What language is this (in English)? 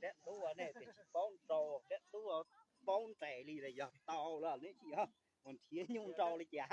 Hmong